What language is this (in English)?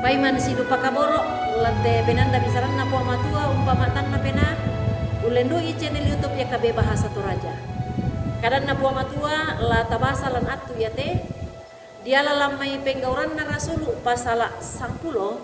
Toraja-Sa'dan